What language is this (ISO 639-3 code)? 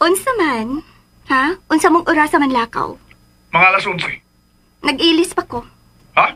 ceb